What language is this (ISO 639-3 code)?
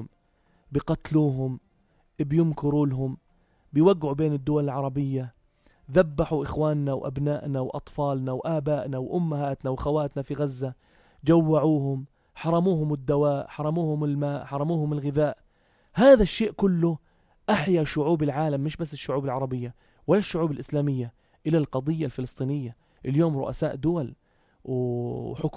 apc